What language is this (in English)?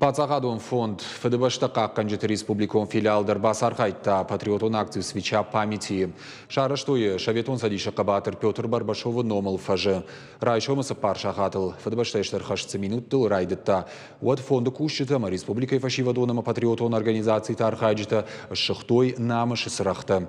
Ossetic